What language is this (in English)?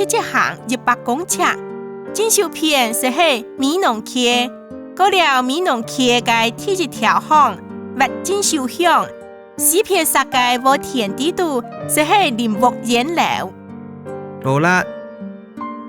Hakka Chinese